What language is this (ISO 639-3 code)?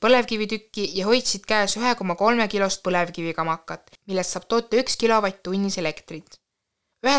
est